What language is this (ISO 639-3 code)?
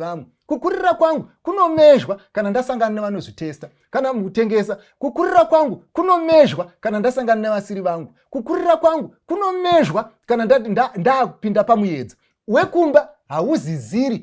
sna